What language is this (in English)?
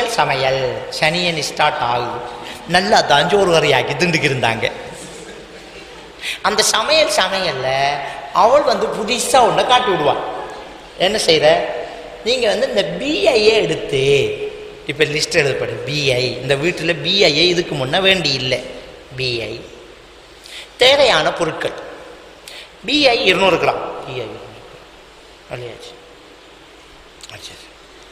Tamil